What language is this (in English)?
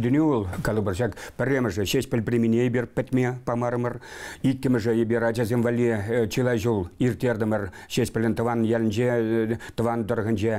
Chuvash